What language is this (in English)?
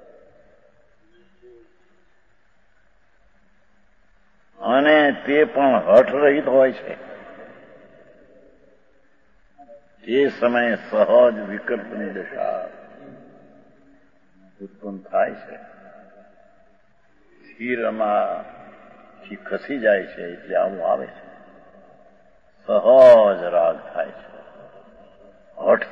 Gujarati